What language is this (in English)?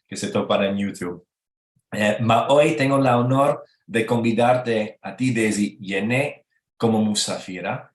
Ladino